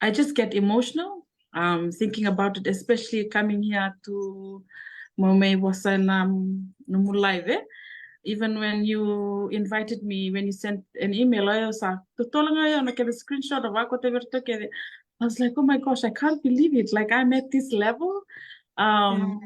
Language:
Fijian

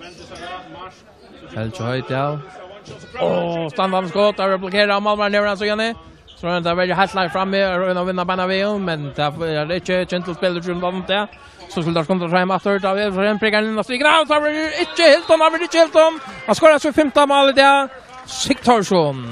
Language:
Faroese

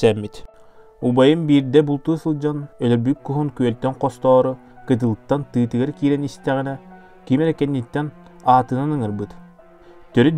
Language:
Yakut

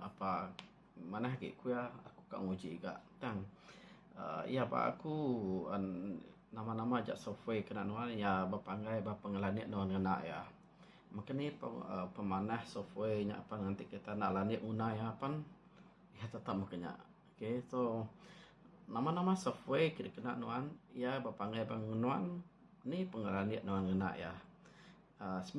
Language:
Iban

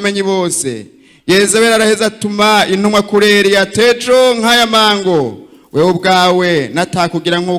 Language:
Rundi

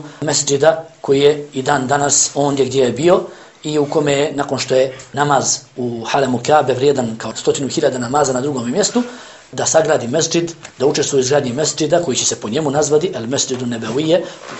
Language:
Bosnian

